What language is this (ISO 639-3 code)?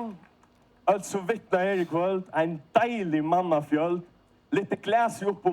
fao